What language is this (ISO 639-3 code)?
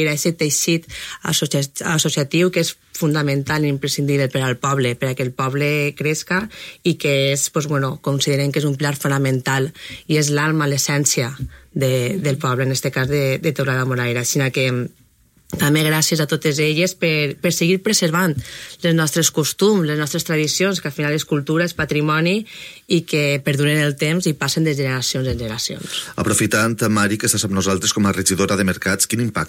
cat